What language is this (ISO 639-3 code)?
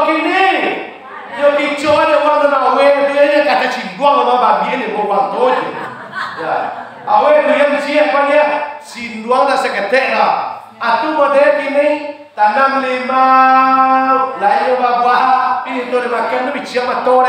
min